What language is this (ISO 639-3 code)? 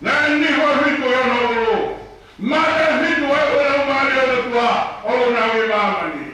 ton